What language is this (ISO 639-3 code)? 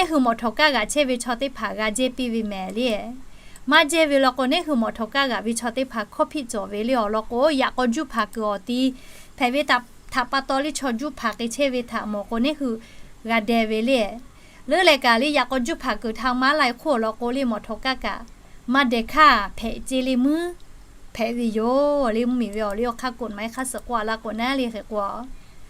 lhu